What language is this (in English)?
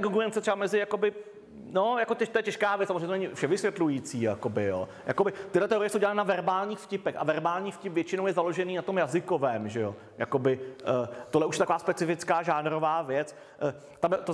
Czech